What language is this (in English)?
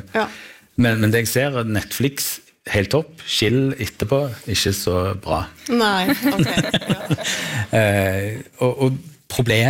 Norwegian